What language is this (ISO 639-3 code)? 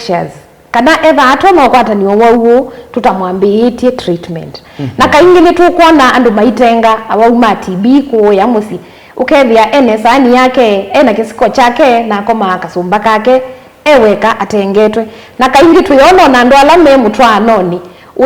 kam